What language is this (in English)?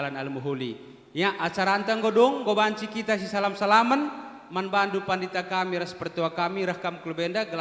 Batak Karo